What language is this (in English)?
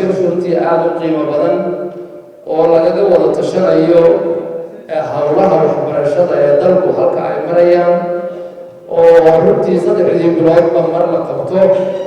Somali